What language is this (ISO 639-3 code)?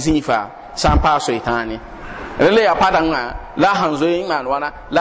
mos